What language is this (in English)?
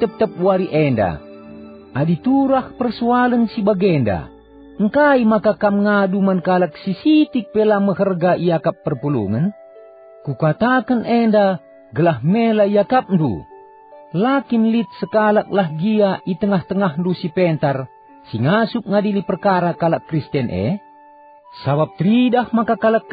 Batak Karo